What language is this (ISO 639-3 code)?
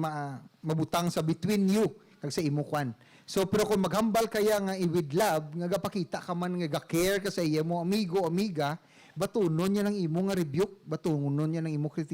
hil